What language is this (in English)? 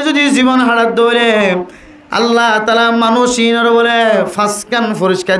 Rohingya